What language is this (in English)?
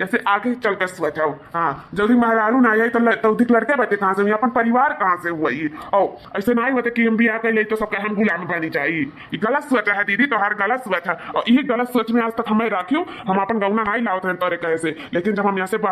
Awadhi